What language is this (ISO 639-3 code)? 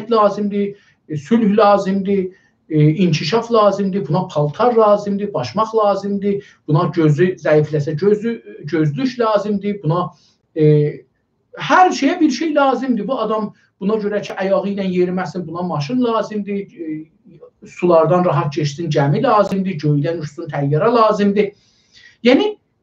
azb